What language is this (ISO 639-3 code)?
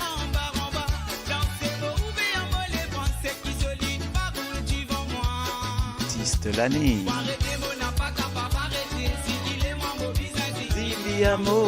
mfe